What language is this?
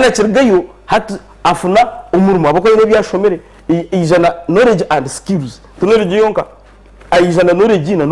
Nyankole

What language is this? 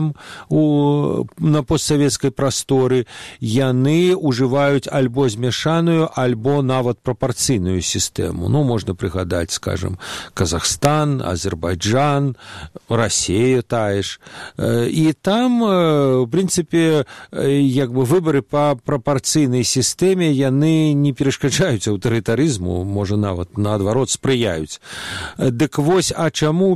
Belarusian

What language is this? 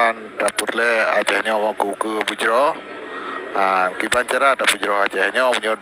Achinese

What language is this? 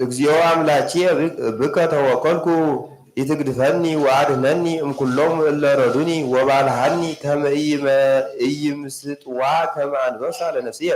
Geez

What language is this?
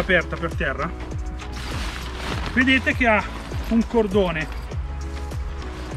Italian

